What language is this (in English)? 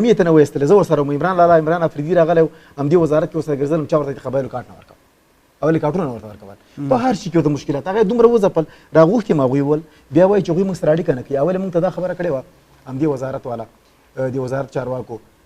Pashto